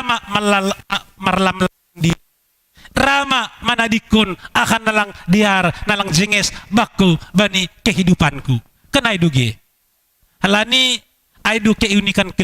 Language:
Batak Simalungun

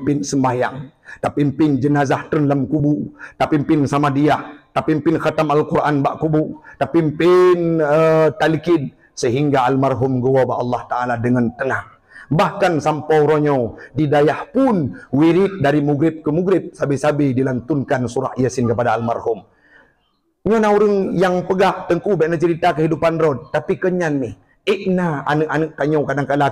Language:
Achinese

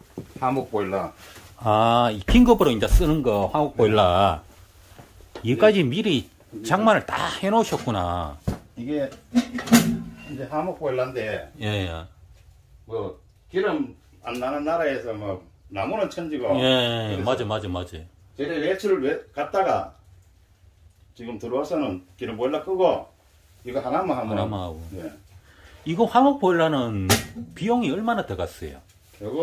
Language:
Korean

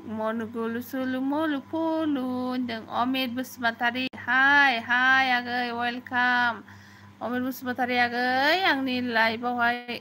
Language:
Bodo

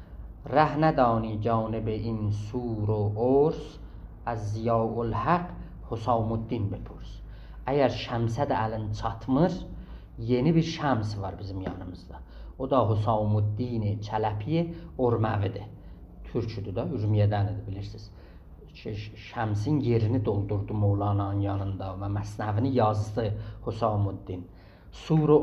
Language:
South Azerbaijani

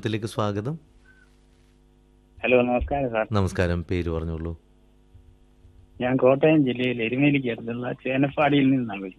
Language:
Malayalam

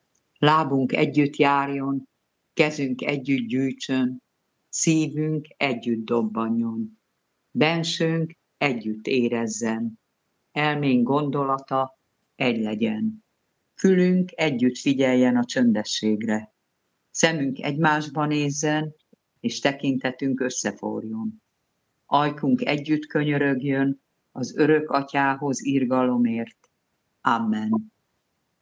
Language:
Hungarian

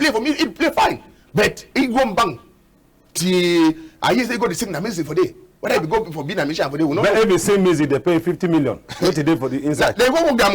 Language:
Cameroon Pidgin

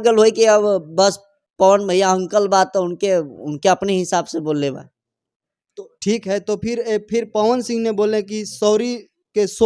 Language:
Bhojpuri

